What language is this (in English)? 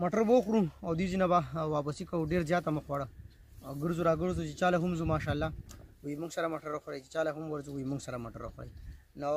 Pashto